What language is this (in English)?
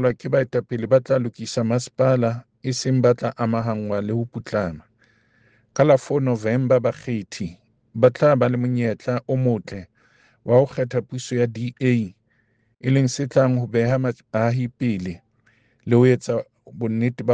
Southern Sotho